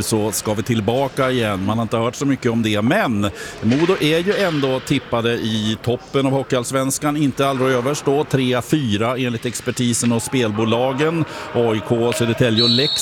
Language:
Swedish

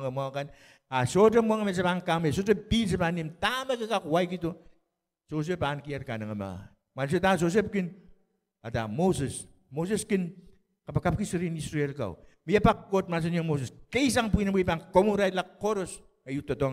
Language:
Pohnpeian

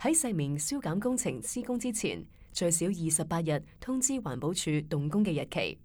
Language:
Cantonese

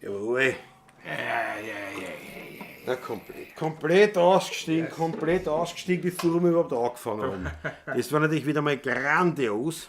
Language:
Bavarian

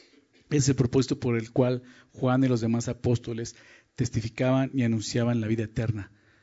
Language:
Spanish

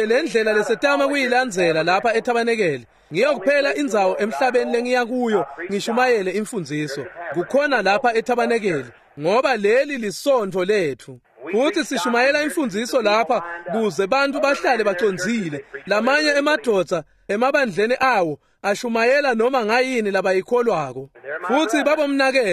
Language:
Swati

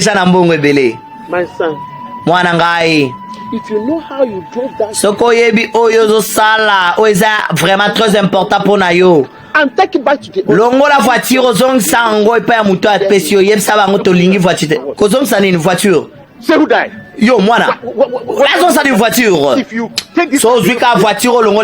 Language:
Lingala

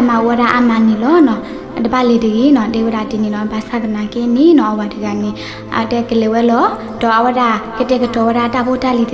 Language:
S'gaw Karen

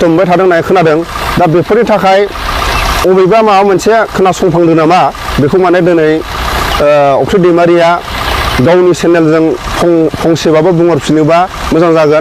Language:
Bodo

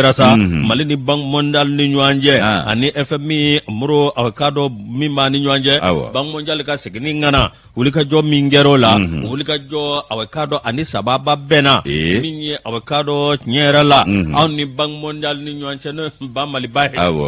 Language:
Bambara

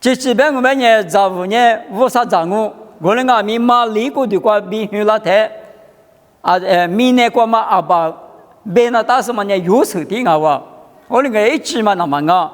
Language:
Lisu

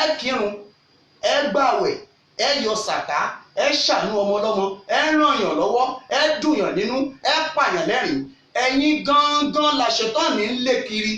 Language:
Yoruba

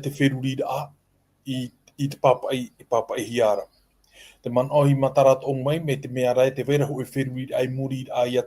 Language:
Tahitian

